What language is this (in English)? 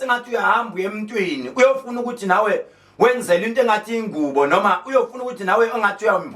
Zulu